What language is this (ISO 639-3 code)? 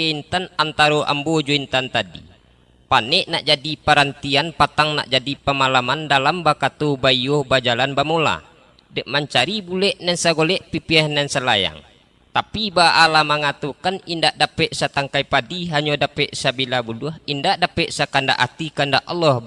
min